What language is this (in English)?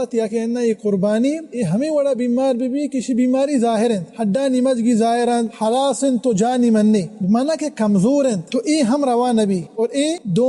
Baluchi